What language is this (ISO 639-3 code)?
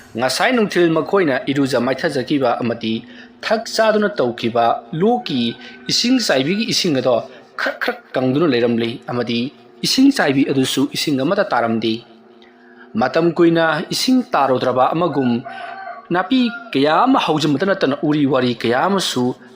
mni